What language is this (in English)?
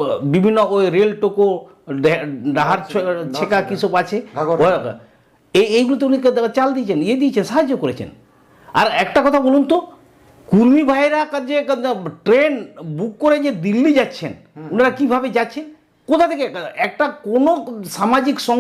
Santali